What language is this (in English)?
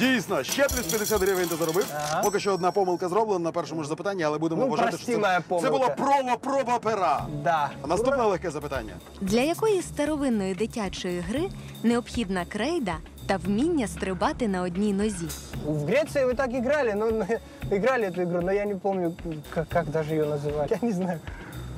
Ukrainian